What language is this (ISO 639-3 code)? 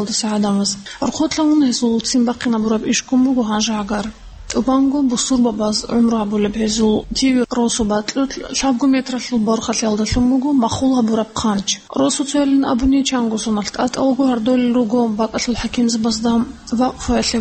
ava